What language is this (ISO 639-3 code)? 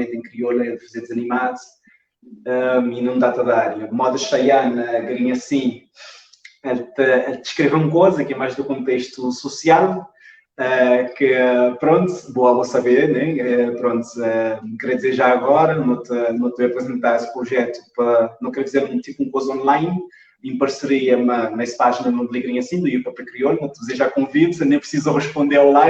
kea